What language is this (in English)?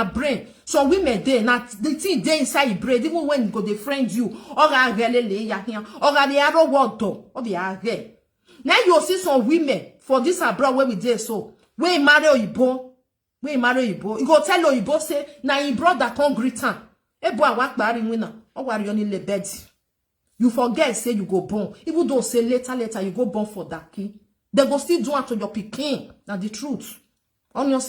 Nigerian Pidgin